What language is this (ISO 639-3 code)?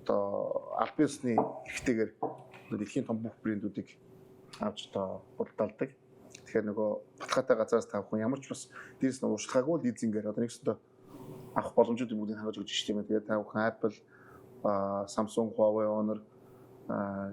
mon